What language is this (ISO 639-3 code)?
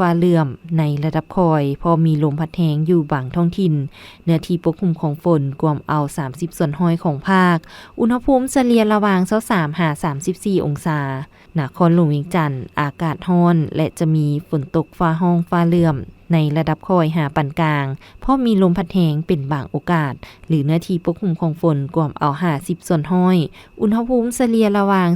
lao